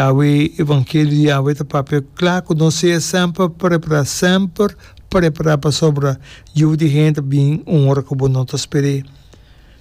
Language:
Papiamento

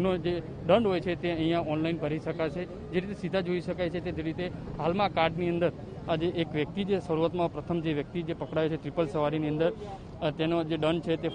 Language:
Gujarati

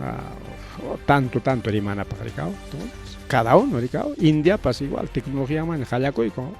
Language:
Ayacucho Quechua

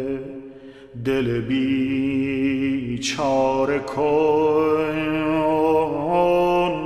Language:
Persian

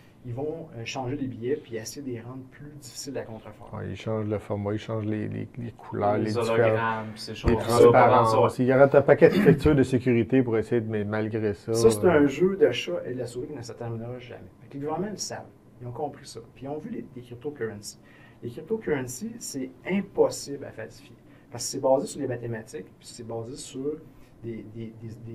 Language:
French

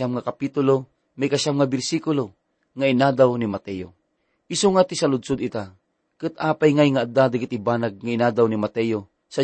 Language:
Iloko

